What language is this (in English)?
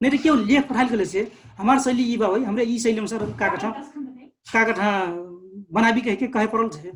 Dangaura Tharu